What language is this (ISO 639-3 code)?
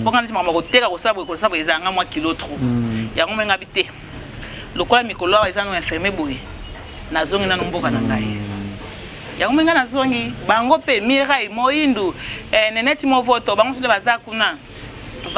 lin